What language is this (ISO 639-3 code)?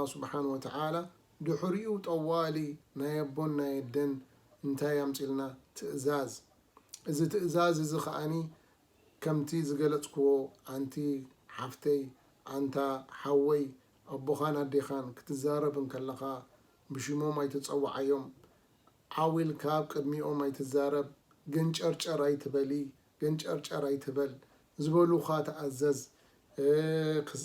tir